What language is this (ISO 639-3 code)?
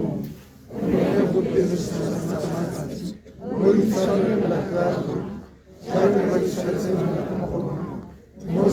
tsn